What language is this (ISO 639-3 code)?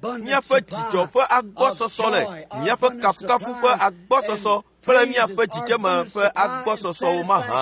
ewe